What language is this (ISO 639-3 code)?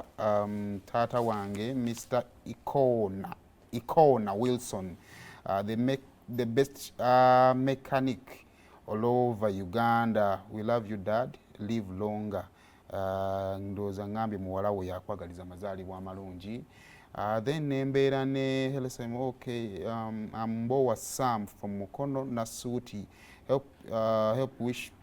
lug